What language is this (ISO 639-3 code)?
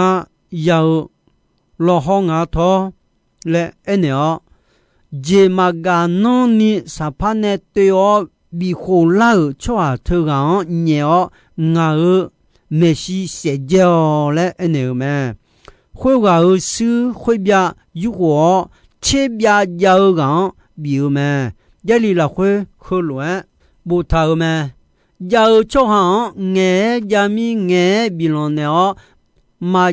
ahk